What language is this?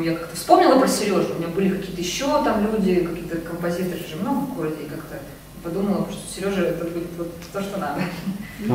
Russian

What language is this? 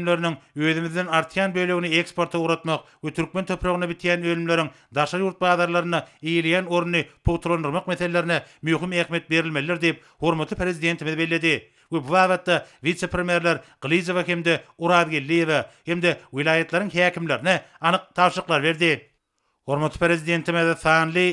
Turkmen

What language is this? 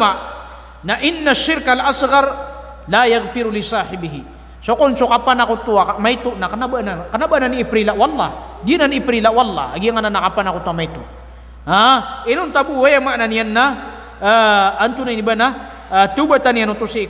Maranao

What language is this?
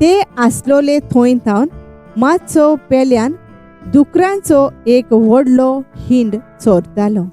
Konkani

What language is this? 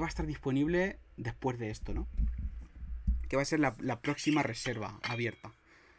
Spanish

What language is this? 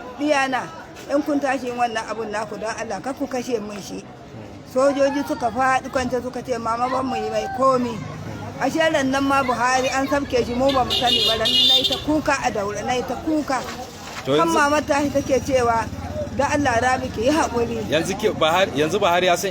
Hausa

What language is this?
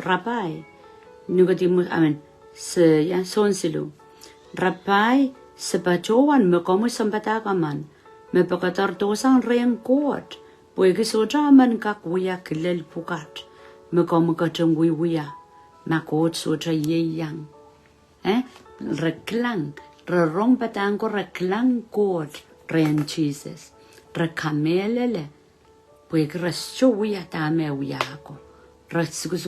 Pohnpeian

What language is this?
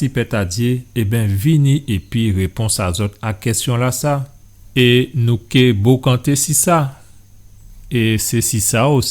Guadeloupean Creole French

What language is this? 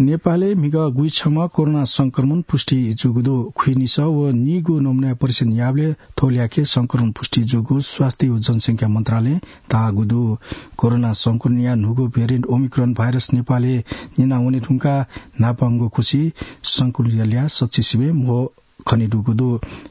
Newari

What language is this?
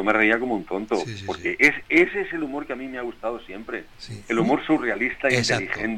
Spanish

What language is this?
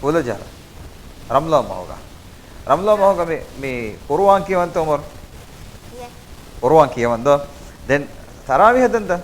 Divehi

